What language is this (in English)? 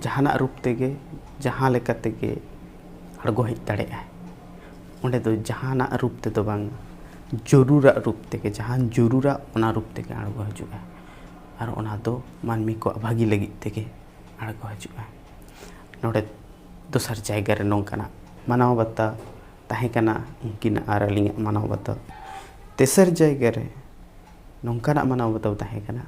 Santali